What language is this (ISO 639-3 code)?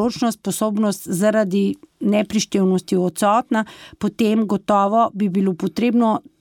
slv